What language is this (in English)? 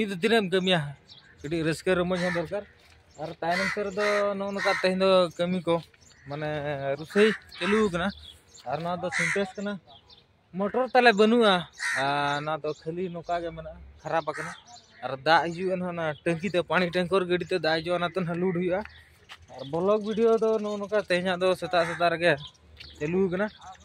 Santali